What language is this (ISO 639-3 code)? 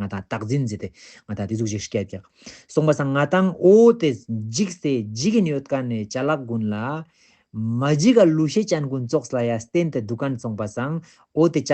lbj